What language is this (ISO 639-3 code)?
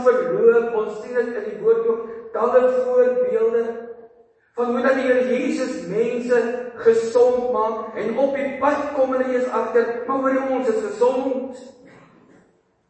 afr